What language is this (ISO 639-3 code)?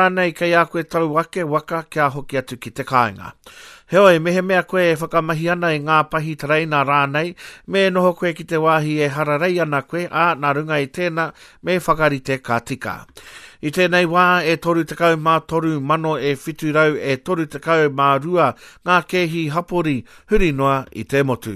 mri